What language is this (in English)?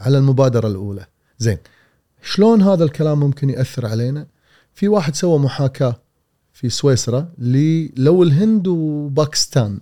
Gulf Arabic